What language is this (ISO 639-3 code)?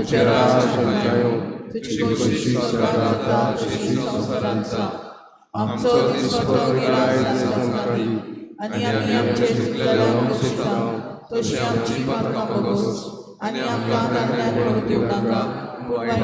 kok